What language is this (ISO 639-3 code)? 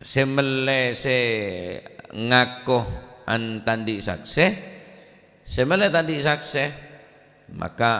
mad